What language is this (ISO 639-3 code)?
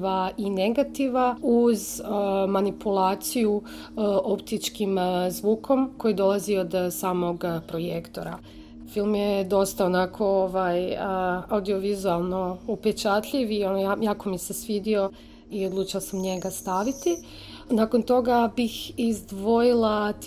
hrv